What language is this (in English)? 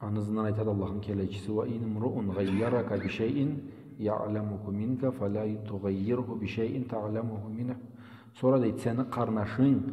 Karachay-Balkar